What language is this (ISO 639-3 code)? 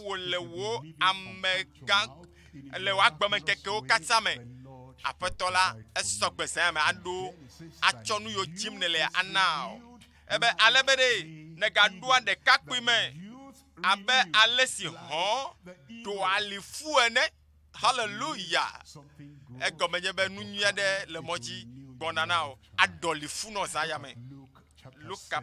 ewe